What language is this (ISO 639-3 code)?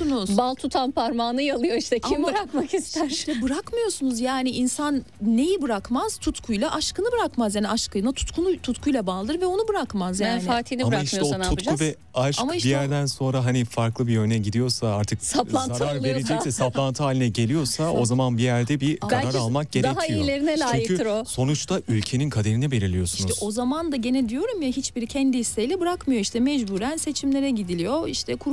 tur